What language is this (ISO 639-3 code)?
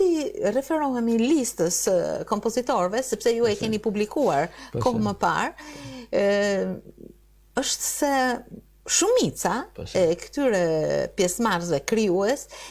sqi